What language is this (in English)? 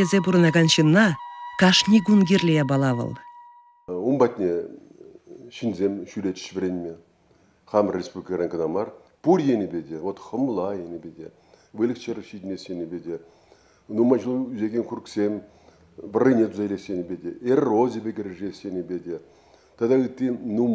Chuvash